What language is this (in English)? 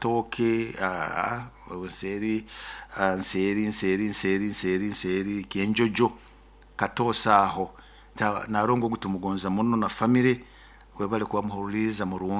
Nyoro